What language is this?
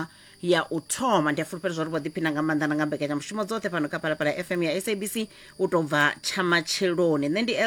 Venda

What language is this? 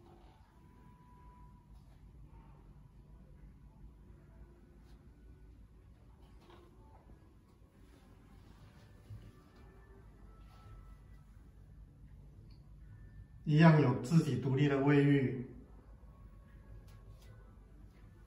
Chinese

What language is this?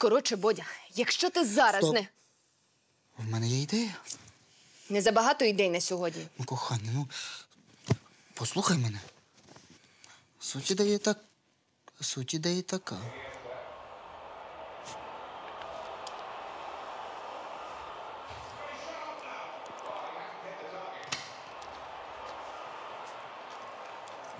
Ukrainian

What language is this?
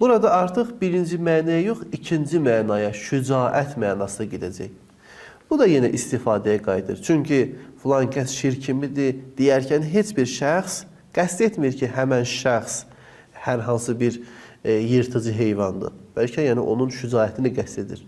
Azerbaijani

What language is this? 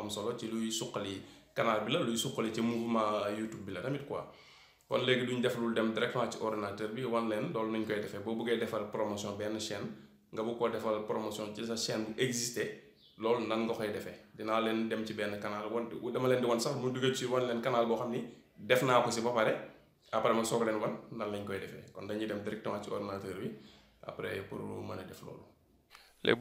Wolof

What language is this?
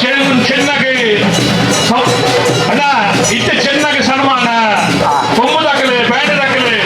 Tulu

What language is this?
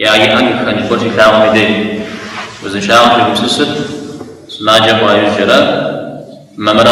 Kabardian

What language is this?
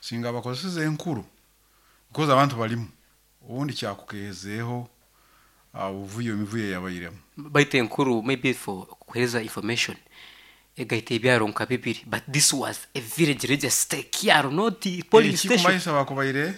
Nyankole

